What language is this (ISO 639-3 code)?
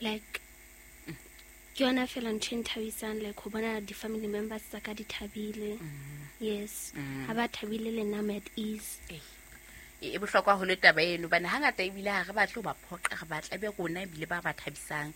sot